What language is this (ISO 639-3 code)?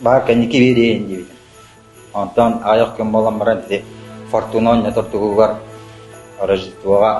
sah